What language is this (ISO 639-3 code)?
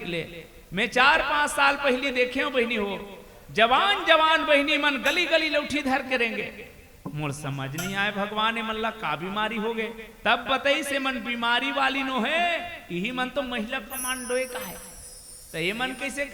hne